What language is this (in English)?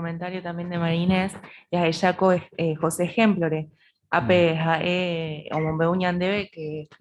Guarani